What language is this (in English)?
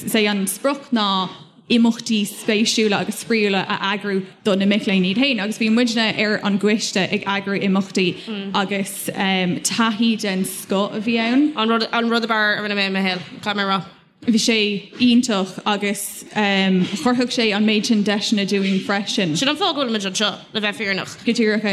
Irish